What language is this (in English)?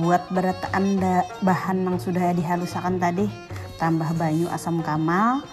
Banjar